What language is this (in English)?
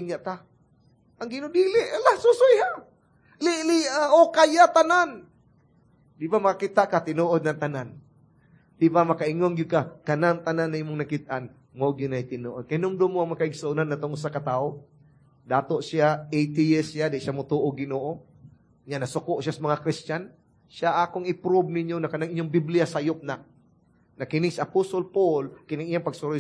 Cebuano